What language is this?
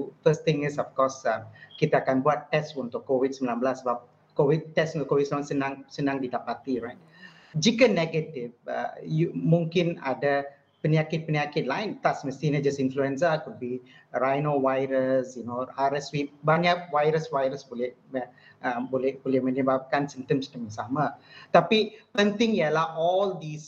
Malay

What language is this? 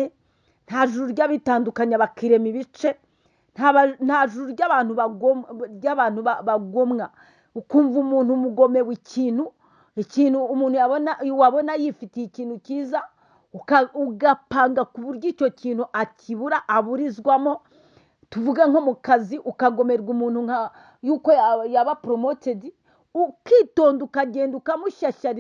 Kinyarwanda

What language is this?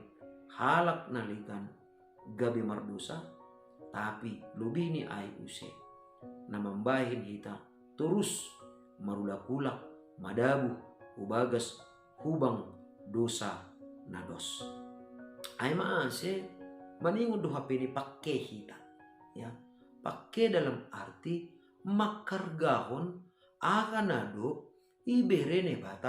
Batak Simalungun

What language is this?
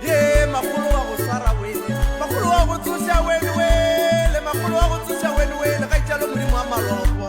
Northern Sotho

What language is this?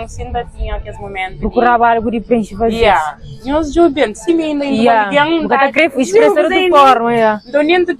Kabuverdianu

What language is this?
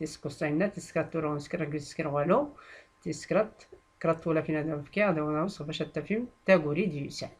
Tachelhit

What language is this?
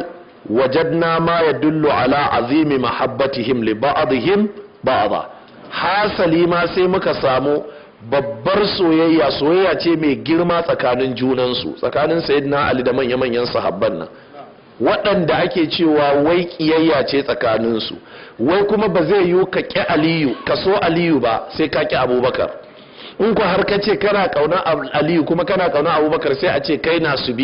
Hausa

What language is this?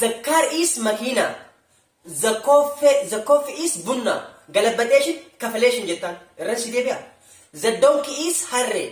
Oromo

